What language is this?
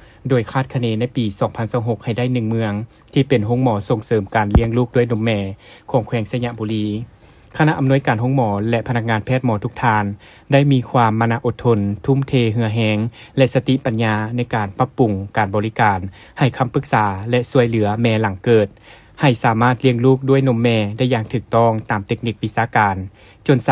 Lao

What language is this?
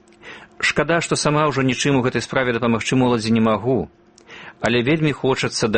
Belarusian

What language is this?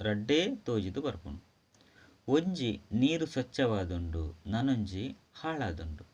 Tulu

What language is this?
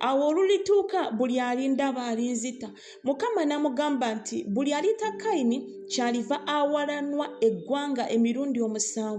Ganda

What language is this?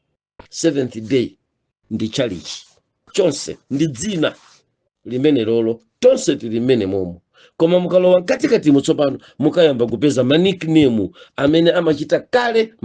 Nyanja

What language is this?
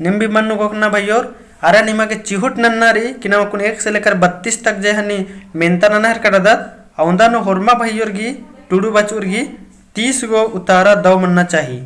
Kurukh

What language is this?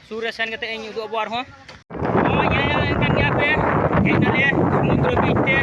Santali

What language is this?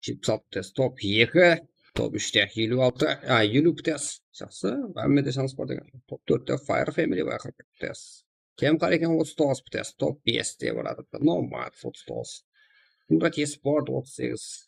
Kara-Kalpak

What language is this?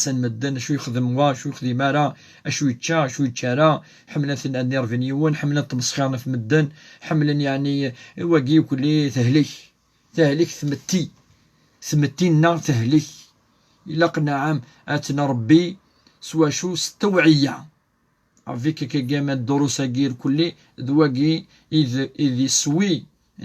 Kabyle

